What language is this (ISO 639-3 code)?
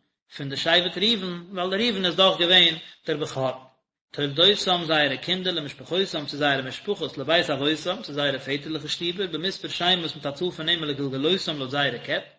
yid